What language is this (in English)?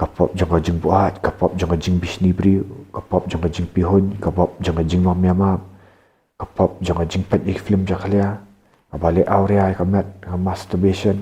Khasi